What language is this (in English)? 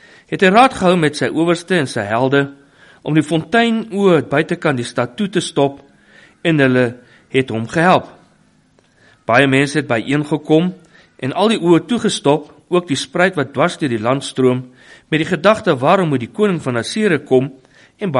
Afrikaans